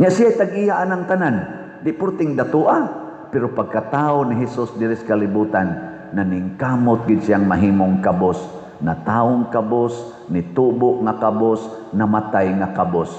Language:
Cebuano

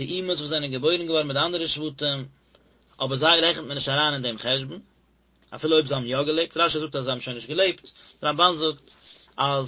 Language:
Yiddish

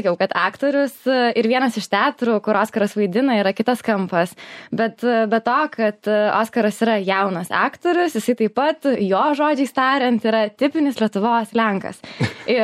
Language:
Lithuanian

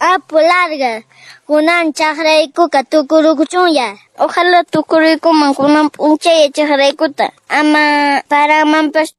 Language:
Quechua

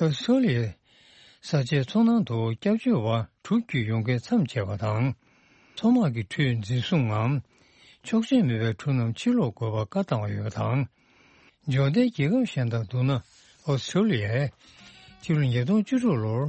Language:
Tibetan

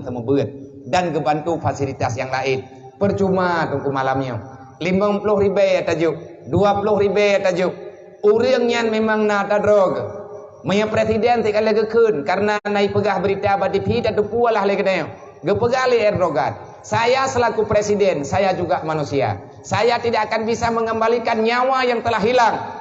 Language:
Achinese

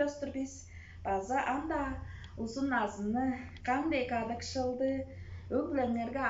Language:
Tuvinian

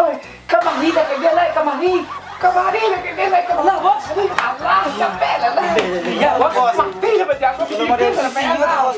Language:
Minangkabau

